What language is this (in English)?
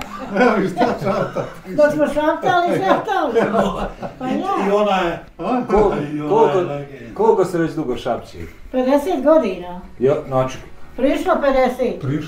Bosnian